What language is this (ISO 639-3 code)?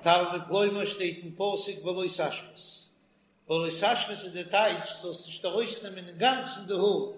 yid